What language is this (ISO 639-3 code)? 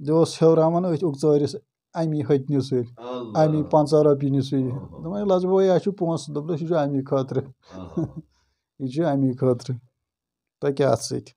kas